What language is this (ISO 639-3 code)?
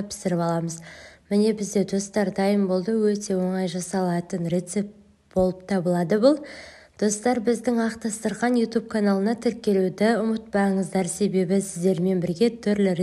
kaz